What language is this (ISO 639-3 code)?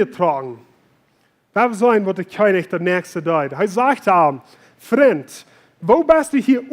pdt